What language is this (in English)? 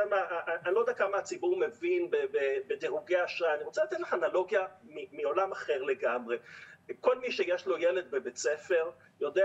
Hebrew